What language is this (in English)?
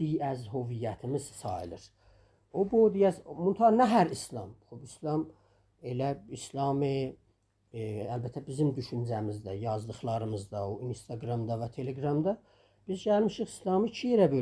South Azerbaijani